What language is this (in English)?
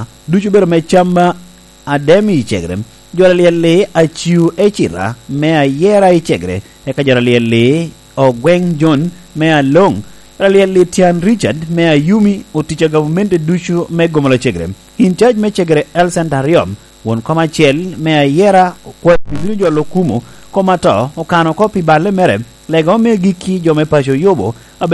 Lango (Uganda)